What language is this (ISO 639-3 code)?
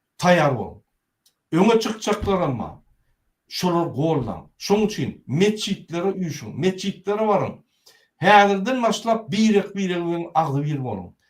tuk